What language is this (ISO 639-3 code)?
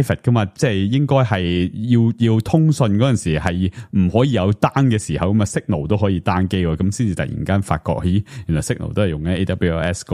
yue